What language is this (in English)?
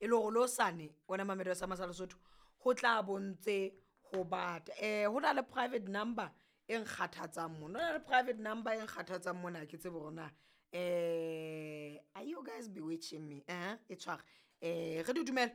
Southern Sotho